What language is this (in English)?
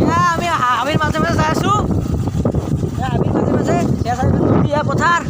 Assamese